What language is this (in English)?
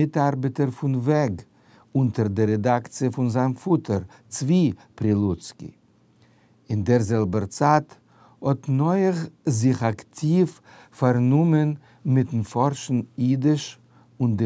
Yiddish